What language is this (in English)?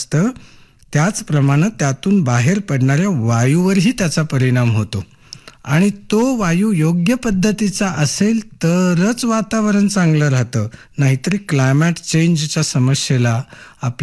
Marathi